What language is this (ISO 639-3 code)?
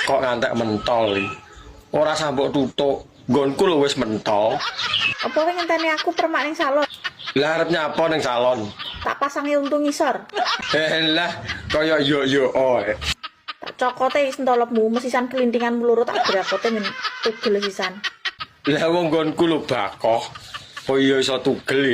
jav